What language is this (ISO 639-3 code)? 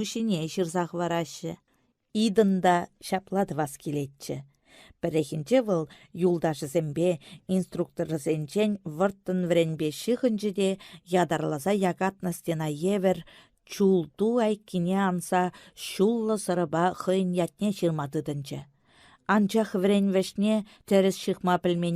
chv